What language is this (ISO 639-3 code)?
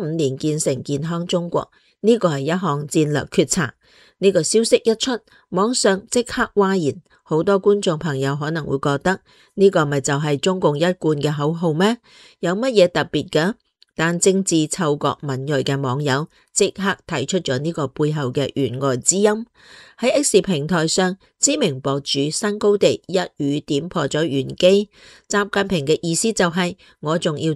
yue